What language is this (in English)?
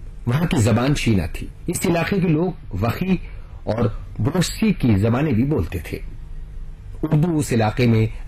Urdu